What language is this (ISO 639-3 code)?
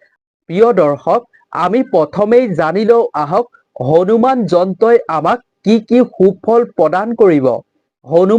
asm